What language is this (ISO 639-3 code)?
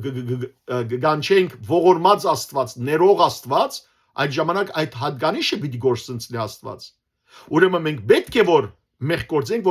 hyw